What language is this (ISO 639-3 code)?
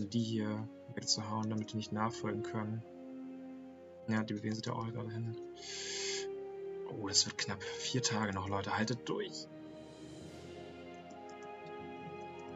deu